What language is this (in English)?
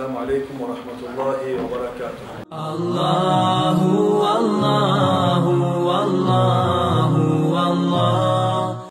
Kumyk